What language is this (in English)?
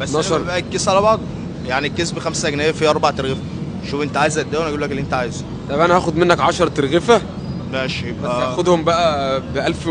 Egyptian Arabic